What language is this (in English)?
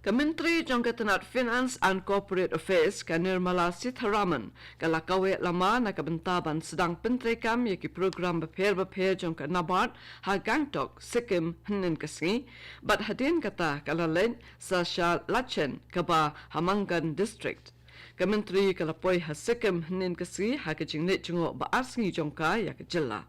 Khasi